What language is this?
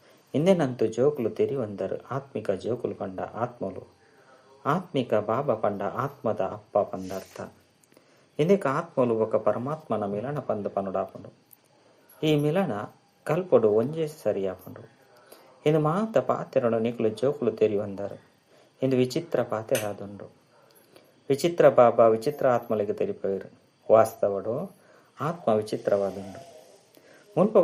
Tulu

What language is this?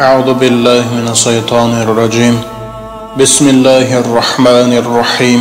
Tajik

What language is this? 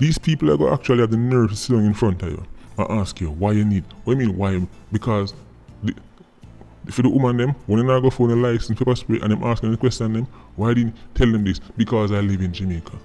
Jamaican Creole English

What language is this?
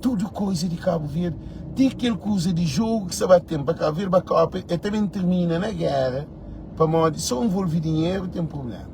Kabuverdianu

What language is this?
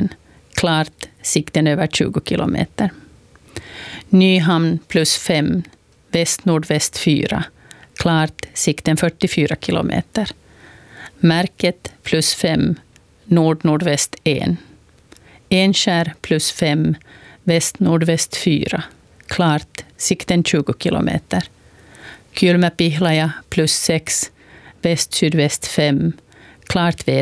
Swedish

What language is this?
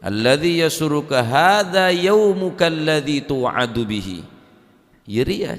Madurese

